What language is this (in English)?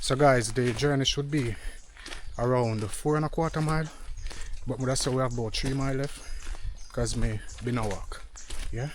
Jamaican Creole English